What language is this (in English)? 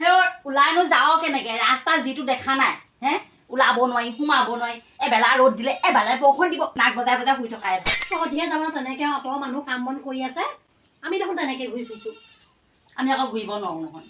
Assamese